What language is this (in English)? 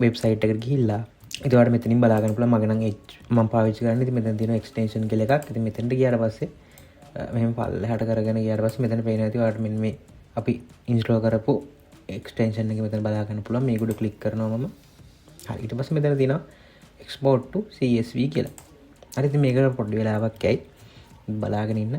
Sinhala